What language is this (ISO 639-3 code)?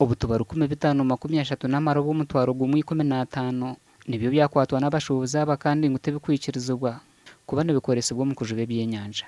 nyn